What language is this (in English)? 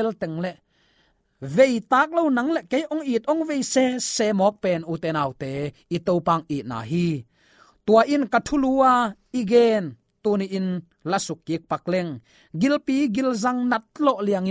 Tedim Chin